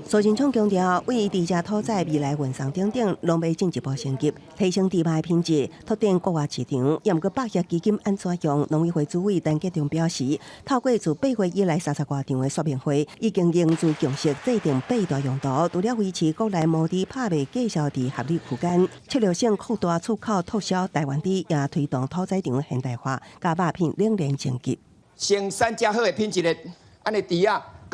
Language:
Min Nan Chinese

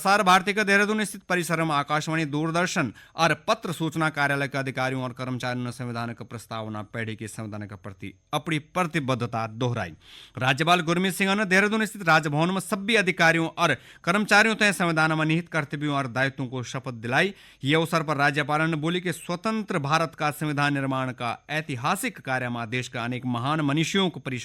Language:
Garhwali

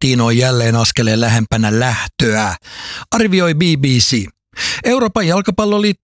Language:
Finnish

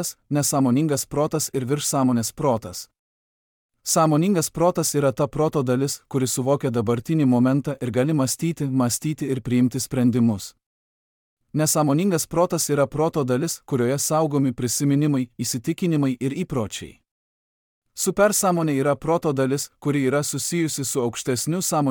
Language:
Lithuanian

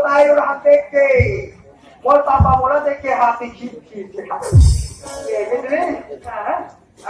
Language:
Chhattisgarhi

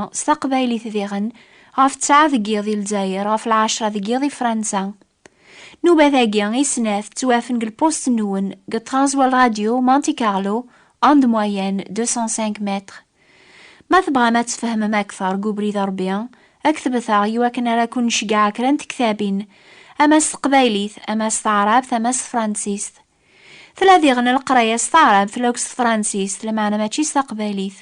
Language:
Kabyle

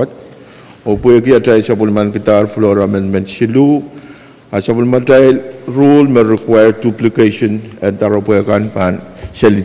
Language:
Pohnpeian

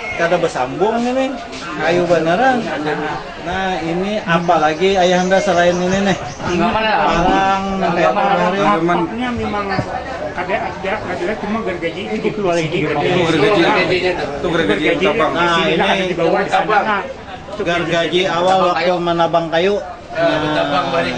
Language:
Banjar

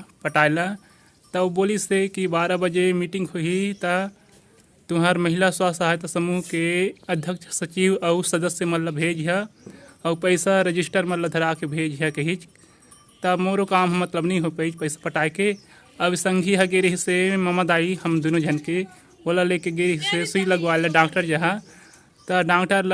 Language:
Chhattisgarhi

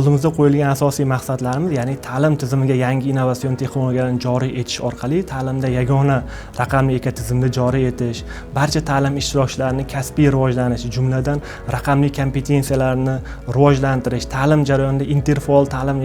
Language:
Uzbek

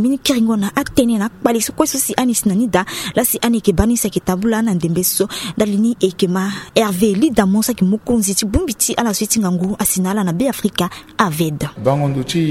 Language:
Sango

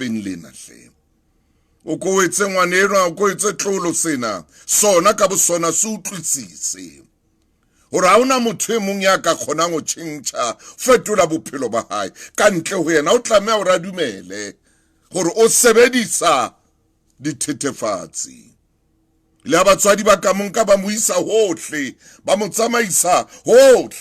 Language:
Southern Sotho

